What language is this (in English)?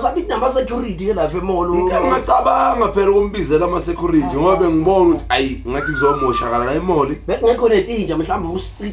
Zulu